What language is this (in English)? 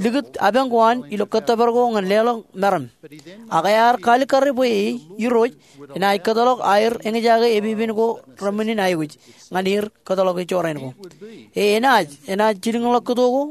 Marshallese